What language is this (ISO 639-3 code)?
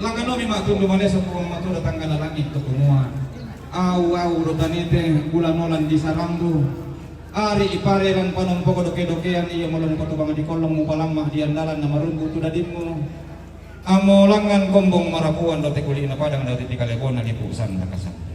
sda